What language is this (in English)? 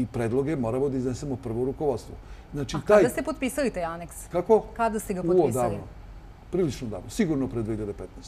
Serbian